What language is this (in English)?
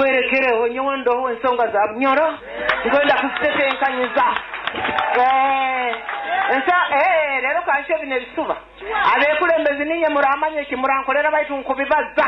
Nyoro